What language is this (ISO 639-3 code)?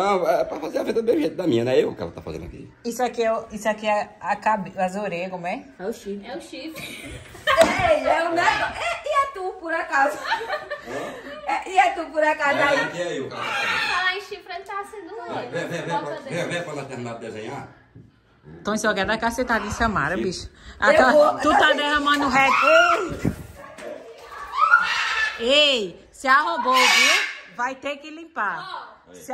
por